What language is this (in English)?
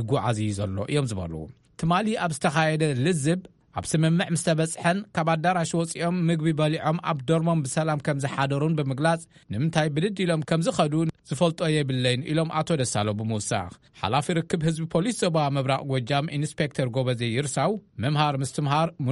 Tigrinya